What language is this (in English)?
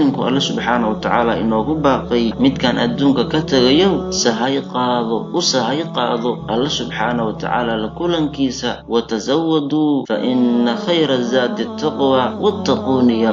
Somali